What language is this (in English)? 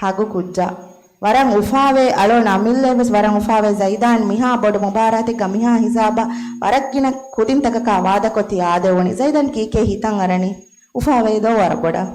Divehi